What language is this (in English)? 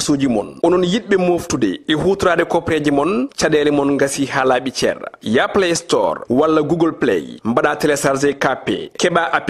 Fula